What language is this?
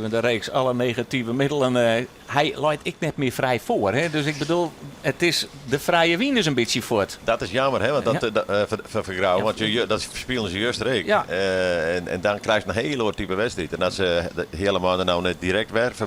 Western Frisian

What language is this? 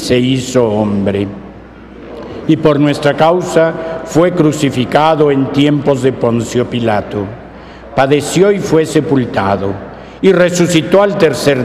Spanish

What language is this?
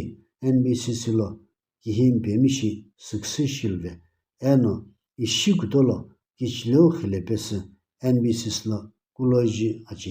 Sumi Naga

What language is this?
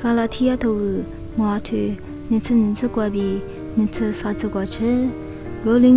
Lisu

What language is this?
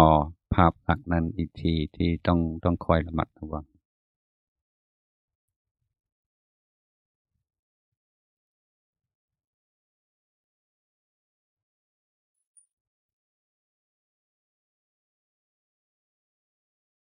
Thai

